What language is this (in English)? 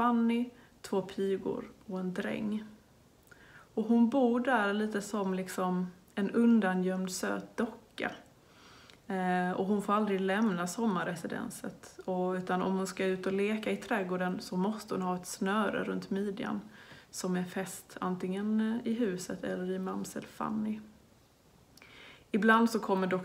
Swedish